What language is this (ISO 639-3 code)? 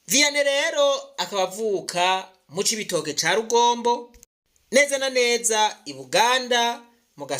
run